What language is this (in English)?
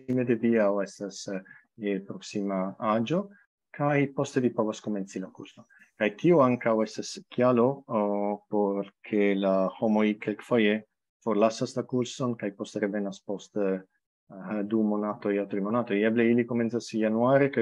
Esperanto